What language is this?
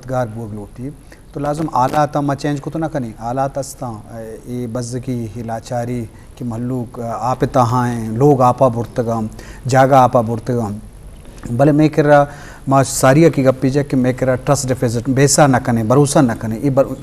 Eastern Balochi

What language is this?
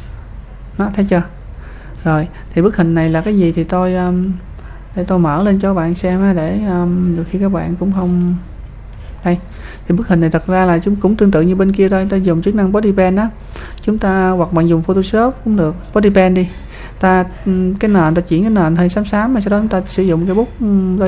Vietnamese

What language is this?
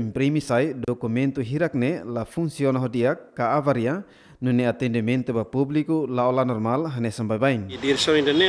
Tetum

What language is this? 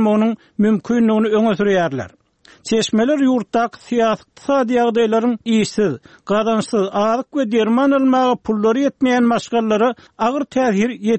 Turkmen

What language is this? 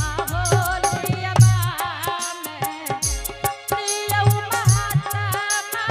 Angika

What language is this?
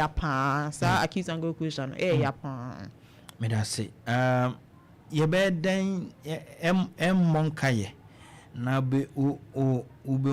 Akan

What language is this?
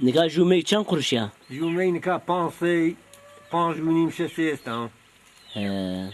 Zaza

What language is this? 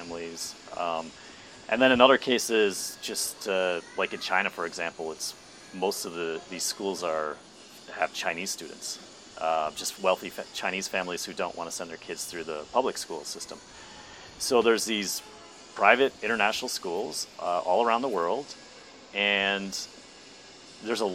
English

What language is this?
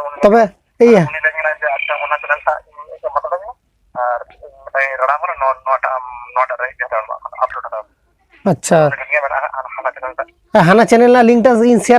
Santali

